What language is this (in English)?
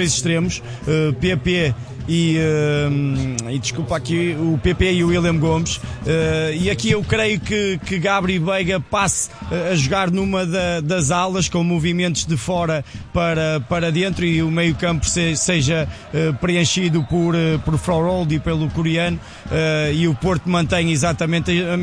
Portuguese